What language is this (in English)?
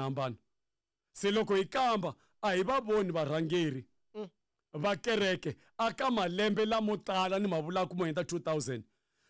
Tsonga